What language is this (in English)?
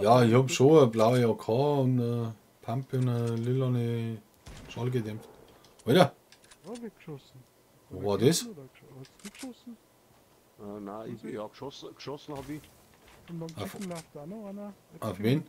Bavarian